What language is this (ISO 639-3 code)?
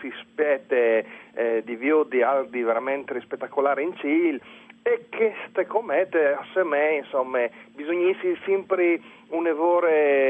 fur